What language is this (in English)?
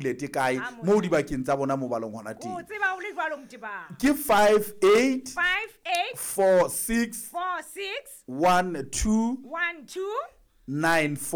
Southern Sotho